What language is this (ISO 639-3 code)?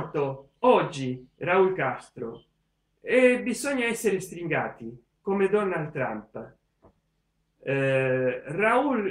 ita